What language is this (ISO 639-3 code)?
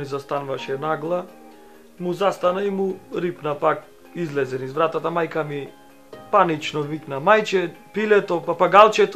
mkd